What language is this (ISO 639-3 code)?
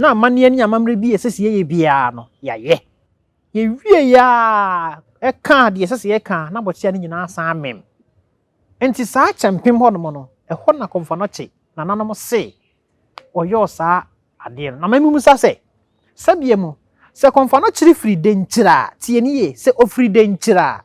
aka